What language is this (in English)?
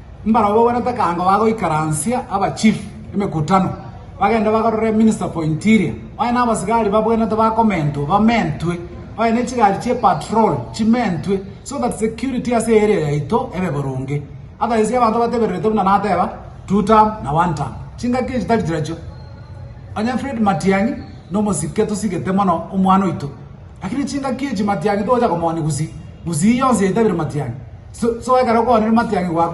Gusii